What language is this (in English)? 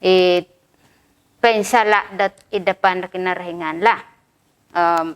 Central Dusun